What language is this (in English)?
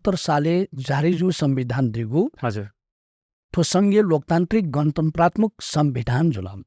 Newari